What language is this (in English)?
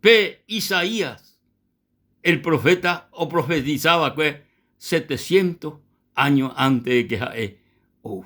Guarani